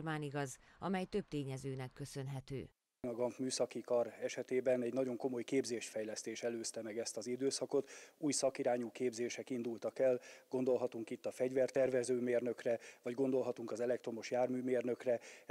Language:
Hungarian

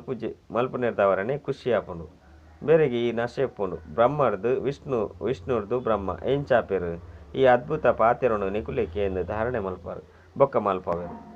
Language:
Tulu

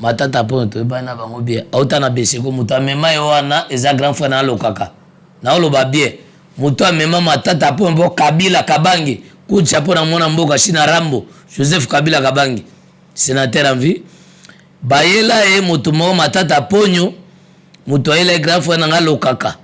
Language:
Lingala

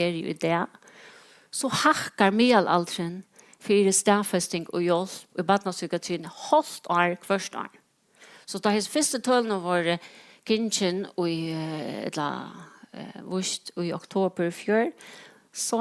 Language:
Faroese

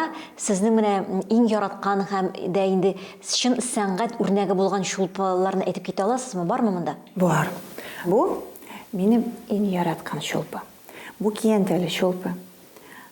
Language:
Tatar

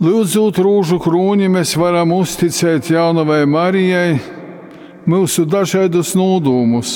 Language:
Latgalian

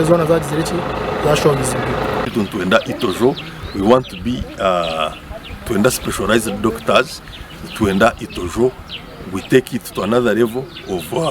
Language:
Nyankole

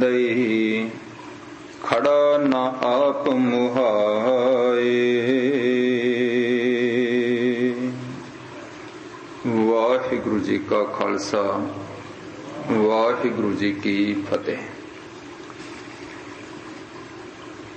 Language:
Punjabi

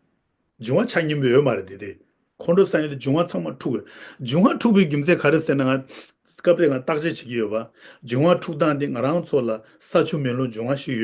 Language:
Tibetan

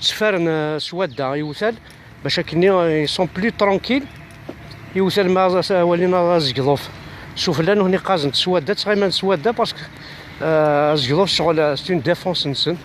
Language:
Kabyle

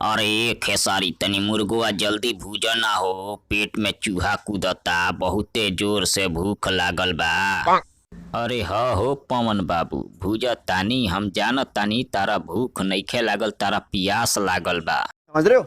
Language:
Bhojpuri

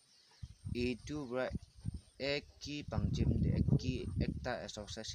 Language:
Naga Pidgin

